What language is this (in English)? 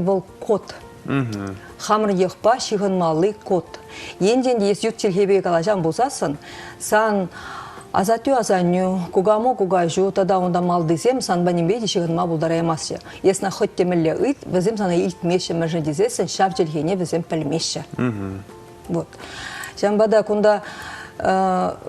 Chuvash